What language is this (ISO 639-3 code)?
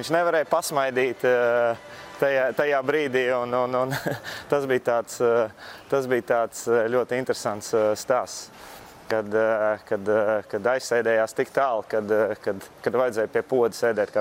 lav